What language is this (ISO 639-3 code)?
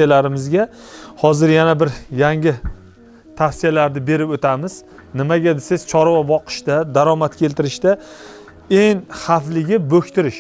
uzb